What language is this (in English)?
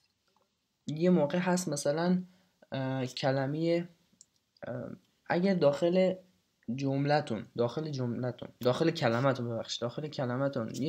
Persian